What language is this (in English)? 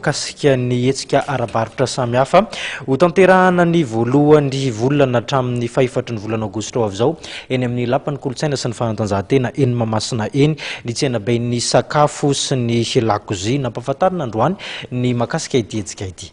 Malagasy